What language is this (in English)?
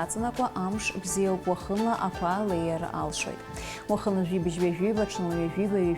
Abkhazian